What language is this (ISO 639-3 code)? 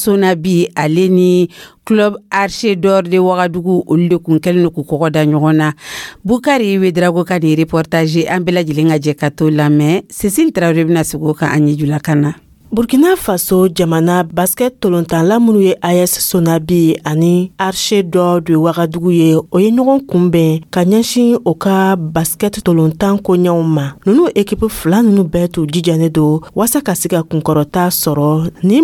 dyu